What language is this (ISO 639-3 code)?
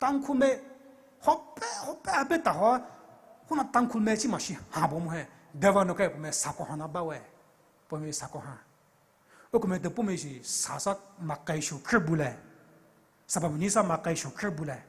pmx